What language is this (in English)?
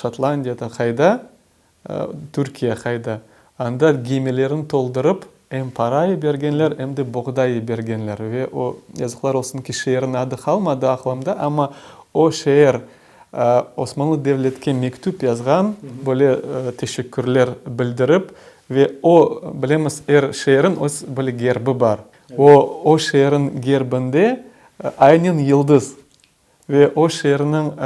Crimean Tatar